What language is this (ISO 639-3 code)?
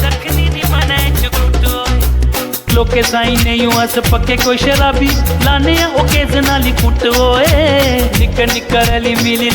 doi